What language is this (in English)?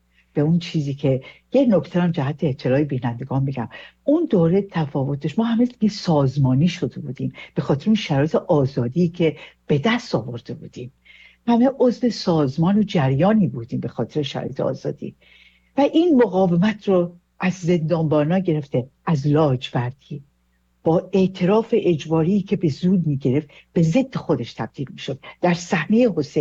Persian